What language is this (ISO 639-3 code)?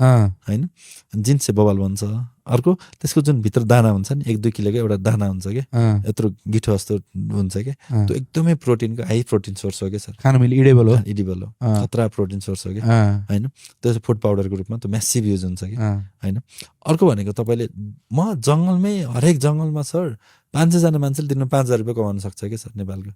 nep